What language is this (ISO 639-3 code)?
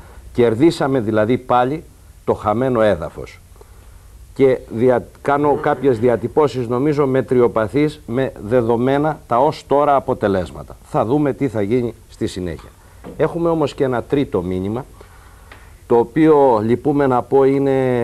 ell